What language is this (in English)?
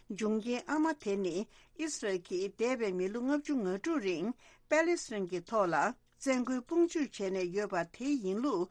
Tibetan